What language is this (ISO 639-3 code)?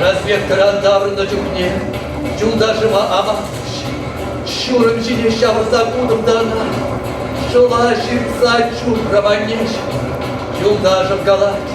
chv